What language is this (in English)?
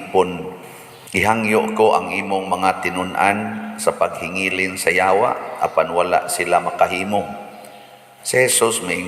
Cebuano